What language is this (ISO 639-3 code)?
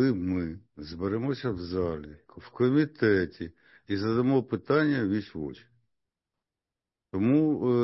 ukr